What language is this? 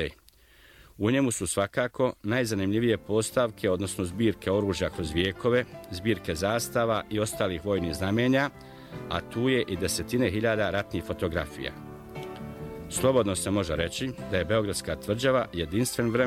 Serbian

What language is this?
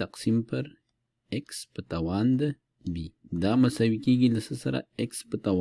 Pashto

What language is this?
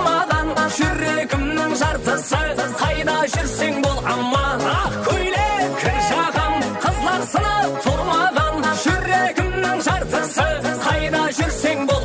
Kara-Kalpak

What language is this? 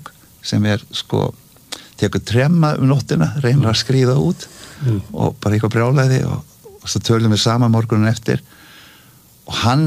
Icelandic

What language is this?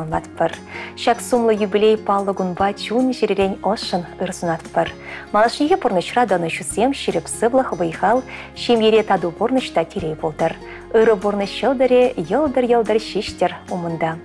Chuvash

